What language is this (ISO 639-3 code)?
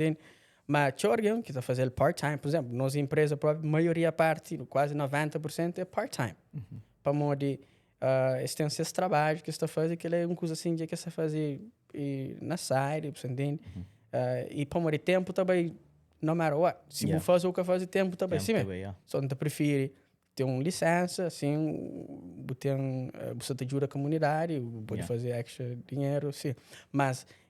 kea